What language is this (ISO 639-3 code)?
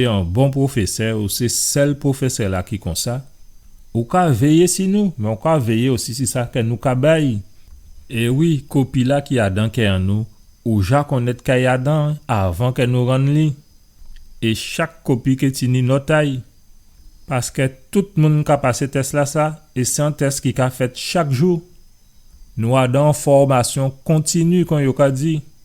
gcf